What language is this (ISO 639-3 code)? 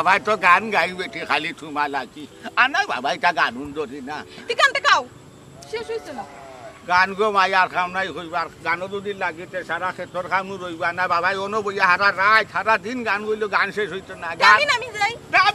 syl